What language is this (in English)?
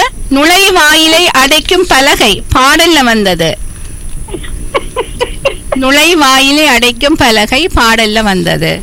Tamil